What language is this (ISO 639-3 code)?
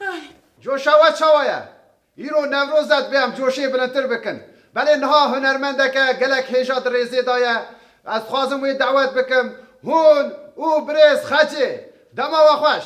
kur